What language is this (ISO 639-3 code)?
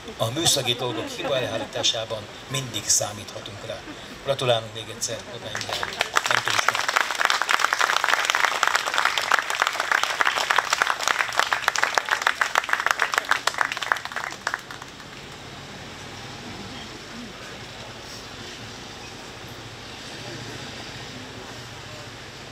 hun